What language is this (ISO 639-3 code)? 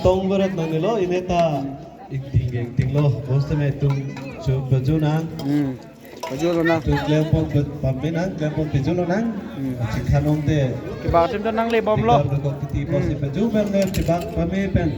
mjw